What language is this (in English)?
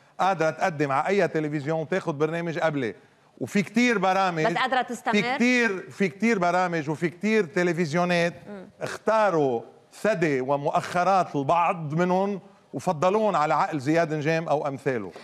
North Levantine Arabic